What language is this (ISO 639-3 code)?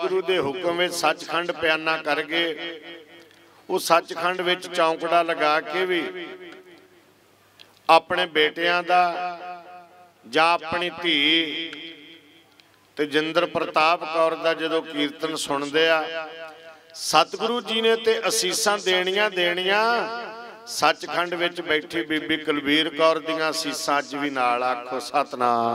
pan